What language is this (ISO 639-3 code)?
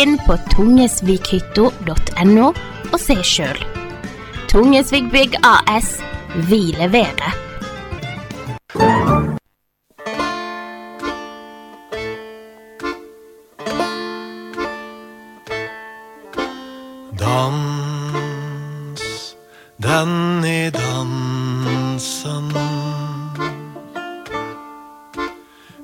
nor